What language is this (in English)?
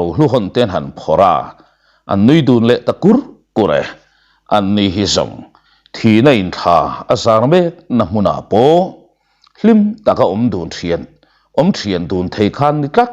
Mizo